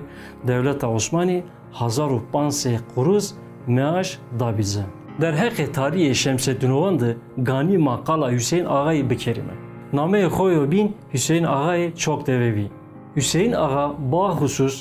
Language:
Zaza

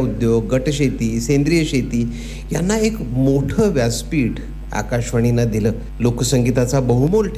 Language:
Marathi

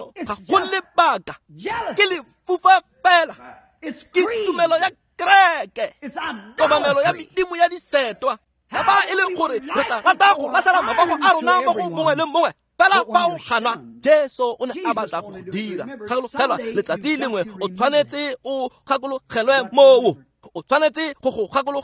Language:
Tswana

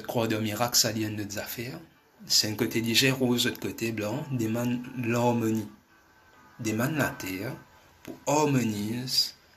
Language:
Morisyen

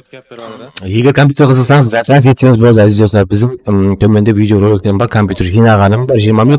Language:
Kara-Kalpak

